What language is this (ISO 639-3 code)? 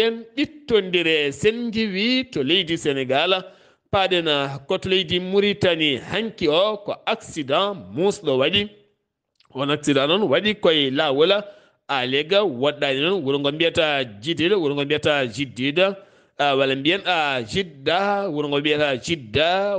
ful